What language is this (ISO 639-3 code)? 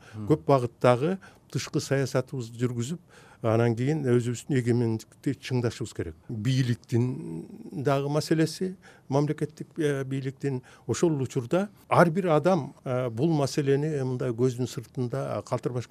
kir